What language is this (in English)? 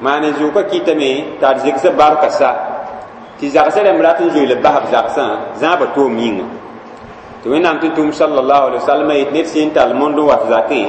Mossi